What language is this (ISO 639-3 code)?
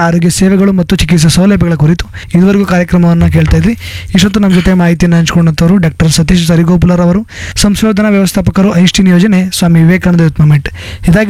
kan